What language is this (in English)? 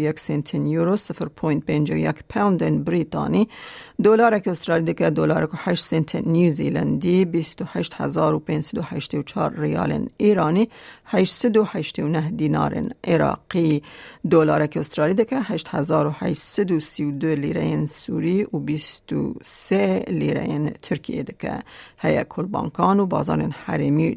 Kurdish